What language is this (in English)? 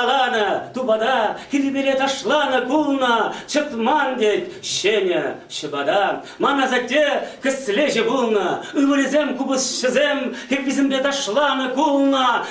Chuvash